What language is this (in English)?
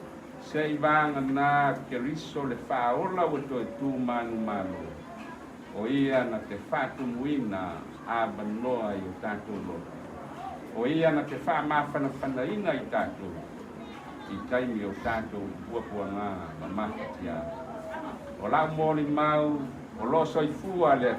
Samoan